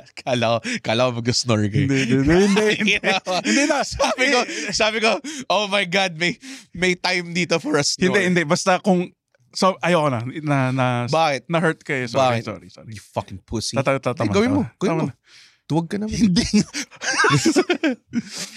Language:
Filipino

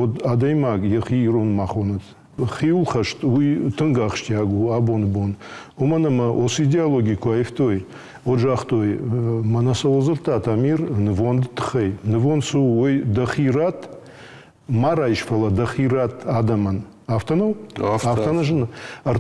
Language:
Ossetic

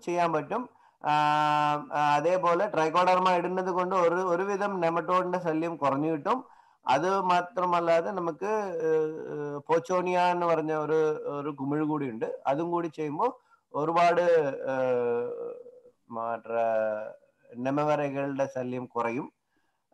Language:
Malayalam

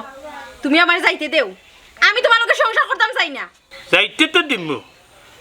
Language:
Sylheti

